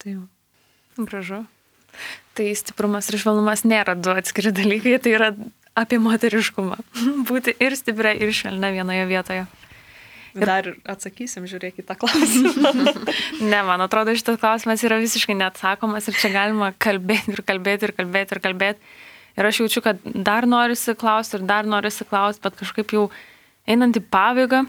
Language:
Lithuanian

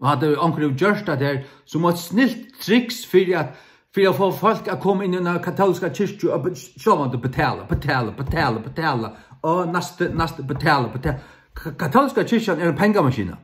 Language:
Faroese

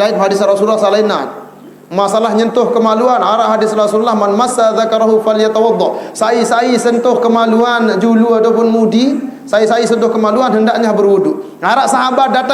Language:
Sasak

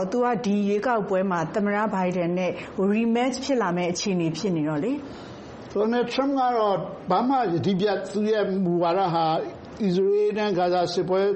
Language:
Burmese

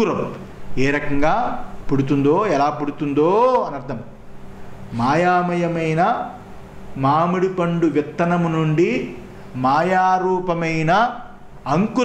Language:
Telugu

